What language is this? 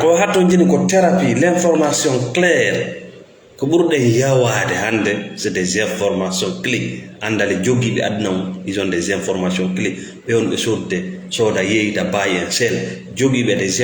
Fula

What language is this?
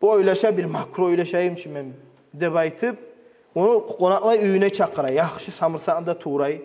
Kumyk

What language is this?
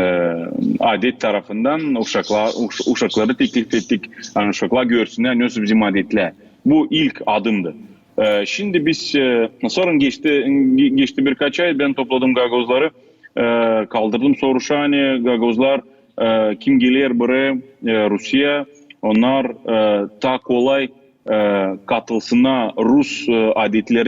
Gagauz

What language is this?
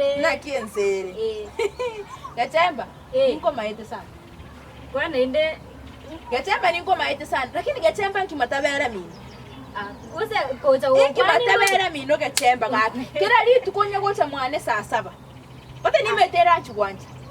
Gusii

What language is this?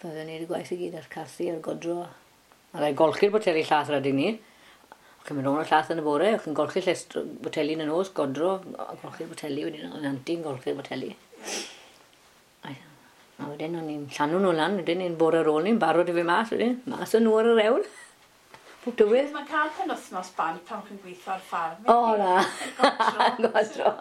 Welsh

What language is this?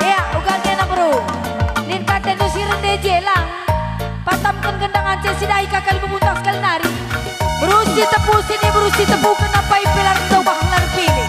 Batak Karo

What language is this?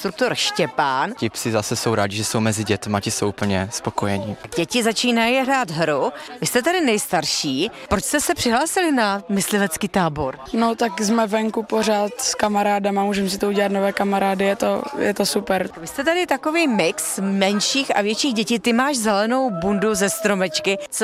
Czech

